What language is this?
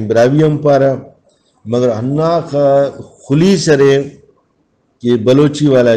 Brahui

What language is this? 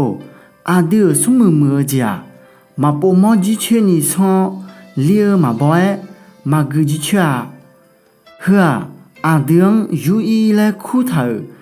Akha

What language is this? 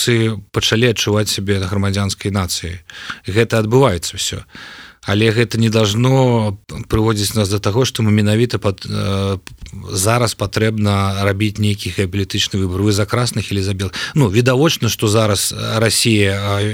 Belarusian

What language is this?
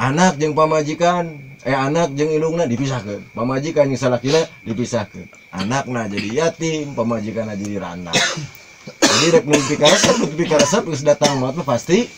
Sundanese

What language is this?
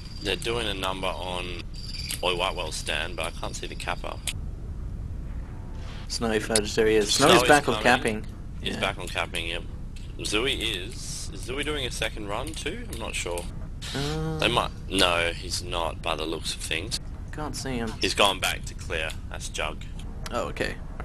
English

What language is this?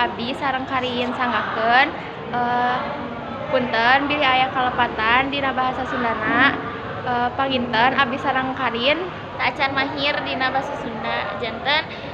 Sundanese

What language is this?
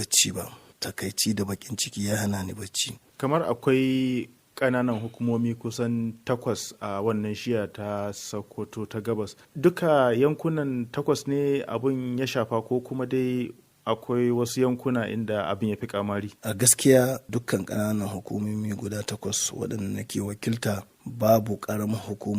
Hausa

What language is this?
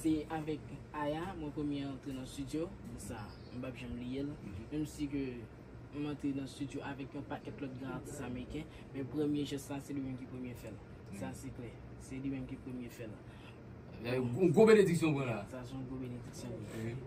Haitian Creole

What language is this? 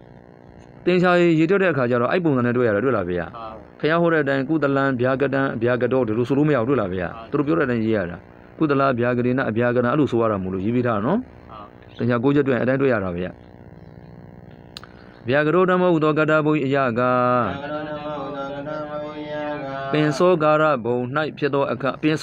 Burmese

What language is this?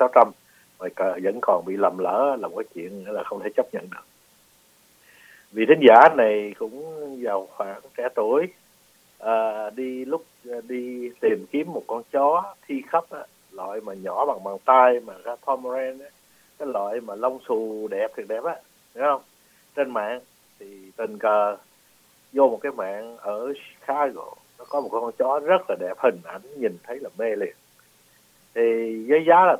Vietnamese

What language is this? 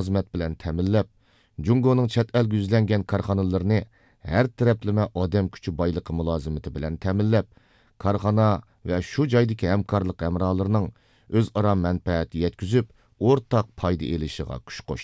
Uyghur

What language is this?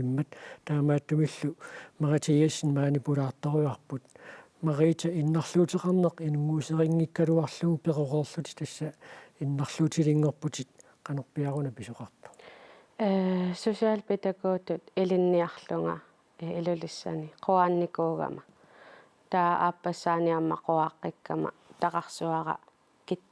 Kalaallisut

